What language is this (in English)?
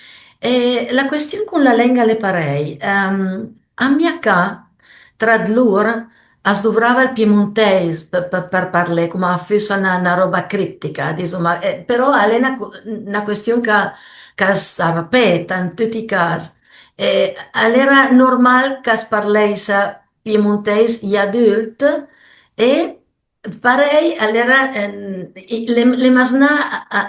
Piedmontese